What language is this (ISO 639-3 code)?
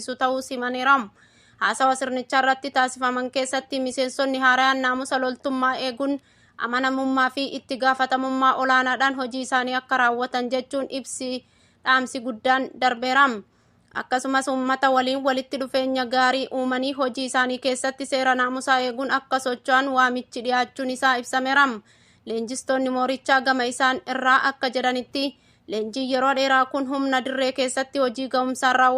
orm